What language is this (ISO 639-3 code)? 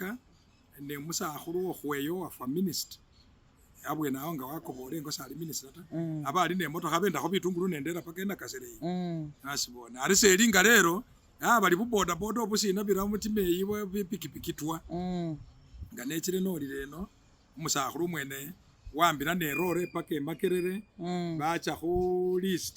myx